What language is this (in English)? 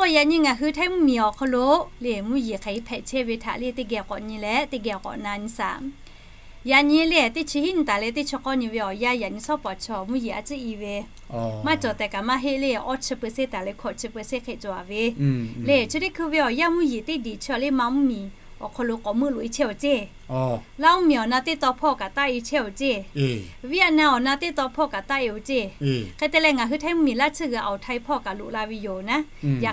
Lahu